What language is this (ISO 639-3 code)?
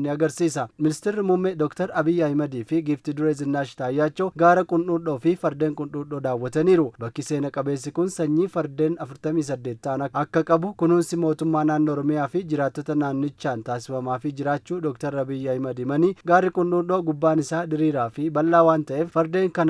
orm